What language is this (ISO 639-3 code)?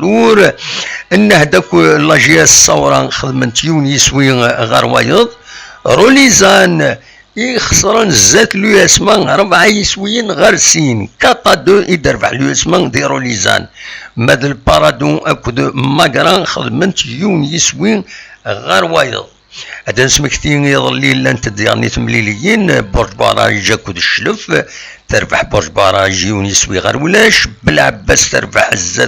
kab